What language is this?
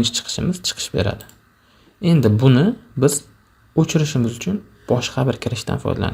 Uzbek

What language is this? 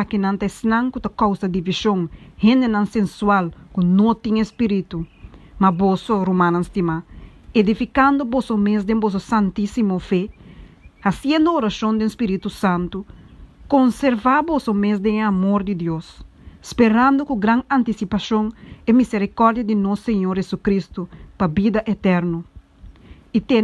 Papiamento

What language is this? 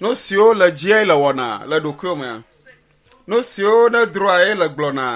Ewe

